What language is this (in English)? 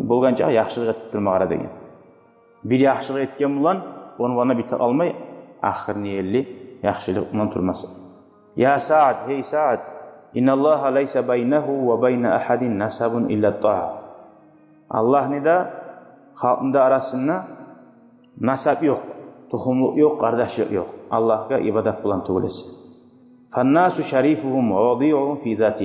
Kumyk